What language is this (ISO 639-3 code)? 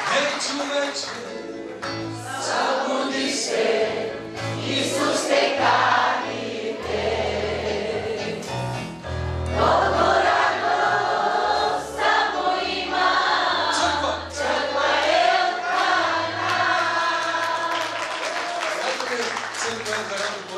bul